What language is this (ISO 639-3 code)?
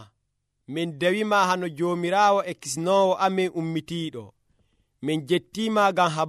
fuv